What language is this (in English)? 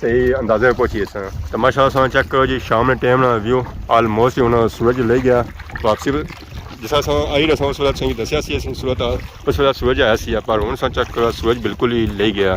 Pahari-Potwari